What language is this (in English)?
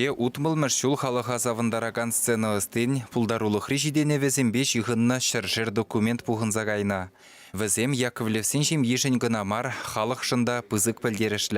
Chuvash